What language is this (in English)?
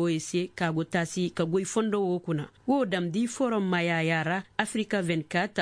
Koyraboro Senni